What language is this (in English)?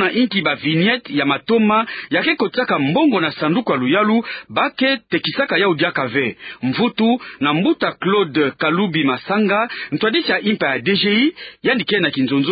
Kituba (Democratic Republic of Congo)